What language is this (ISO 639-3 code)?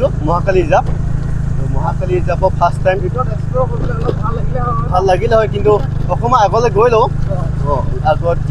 asm